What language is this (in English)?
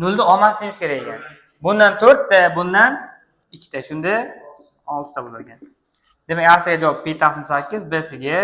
Uzbek